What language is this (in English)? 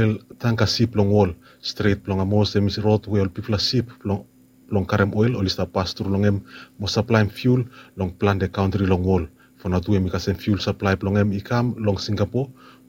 Bislama